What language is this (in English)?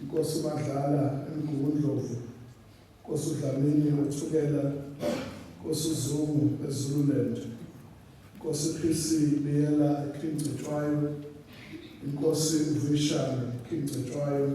Zulu